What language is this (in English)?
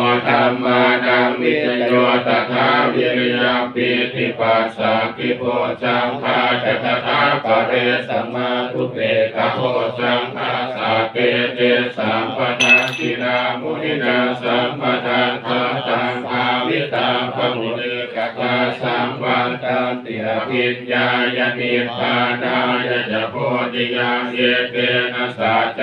Pali